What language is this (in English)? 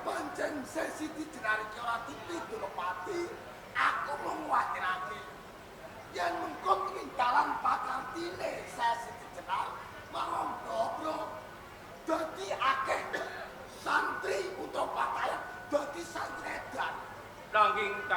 Javanese